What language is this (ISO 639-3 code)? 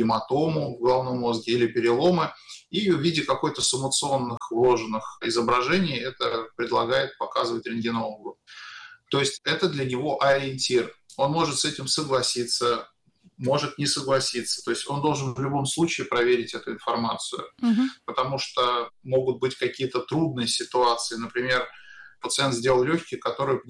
rus